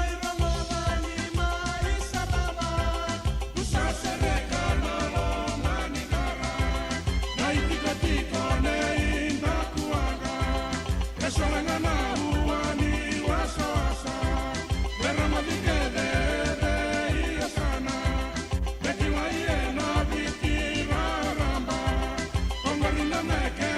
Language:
Fijian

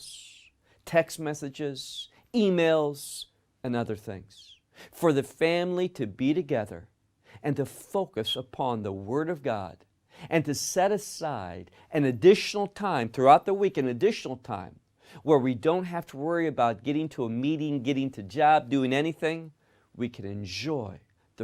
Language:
English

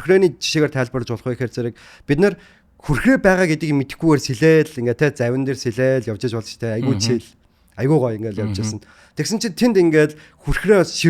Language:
Mongolian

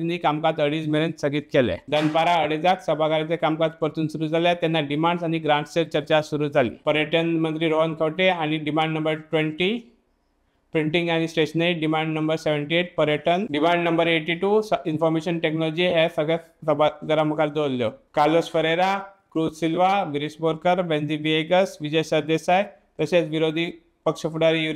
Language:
Konkani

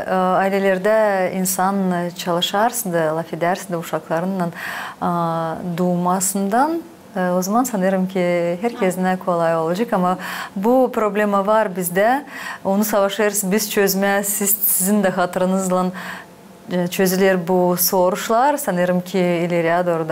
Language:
Gagauz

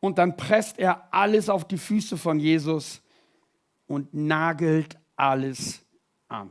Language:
Swiss German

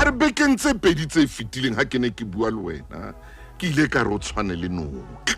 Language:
Southern Sotho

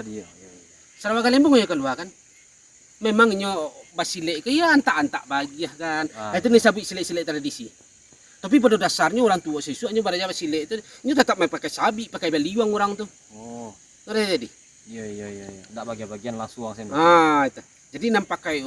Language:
Minangkabau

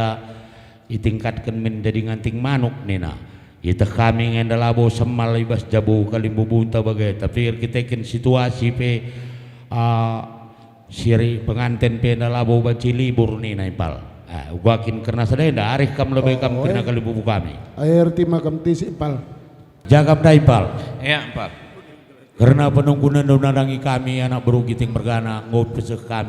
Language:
Batak Karo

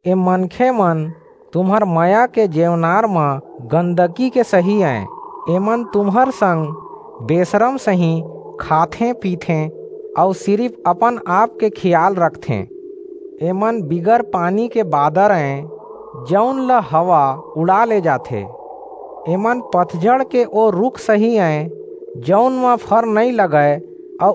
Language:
Chhattisgarhi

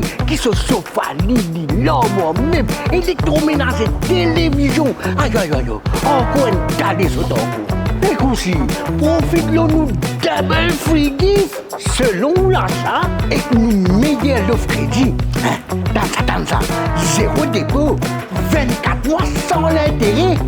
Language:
Morisyen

